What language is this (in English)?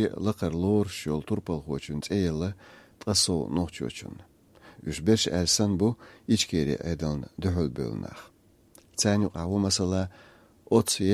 Chechen